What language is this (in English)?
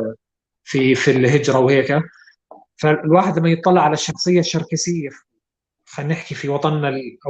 North Levantine Arabic